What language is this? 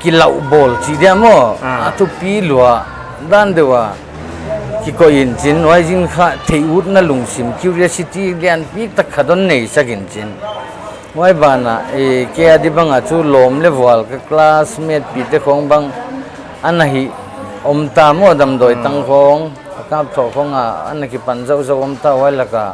Paite Chin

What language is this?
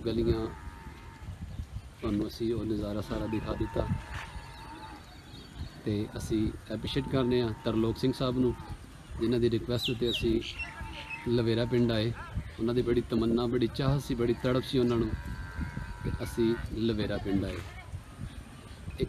Punjabi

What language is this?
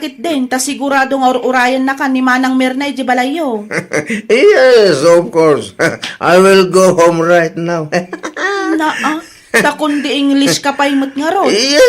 Iloko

